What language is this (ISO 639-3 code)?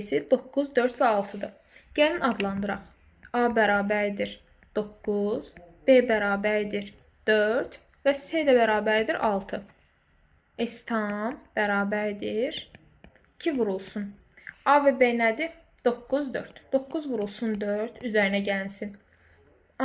aze